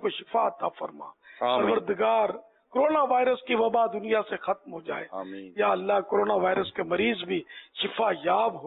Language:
Urdu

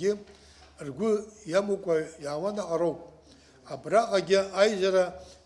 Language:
Abkhazian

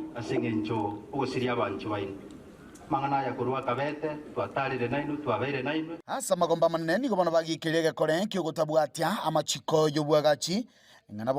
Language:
Gusii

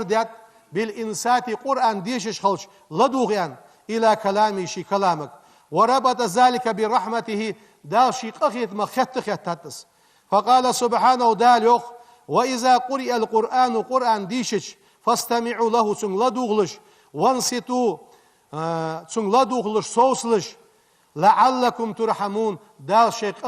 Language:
Ingush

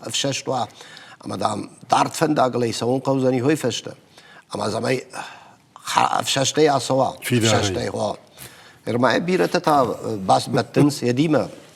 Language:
Ossetic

